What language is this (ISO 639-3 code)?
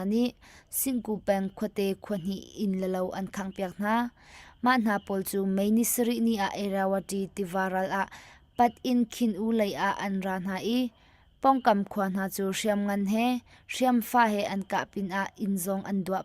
cnh